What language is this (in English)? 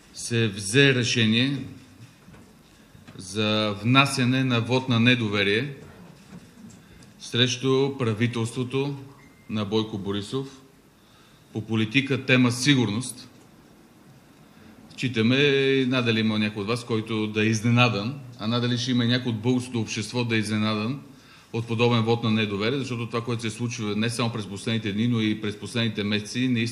Bulgarian